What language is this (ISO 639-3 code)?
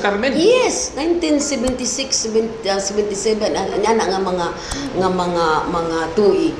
ceb